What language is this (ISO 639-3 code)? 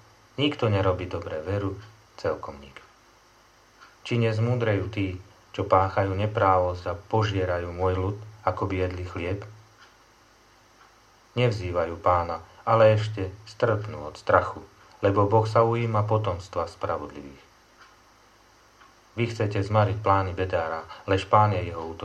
slk